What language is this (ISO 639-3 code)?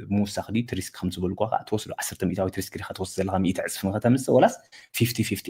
tir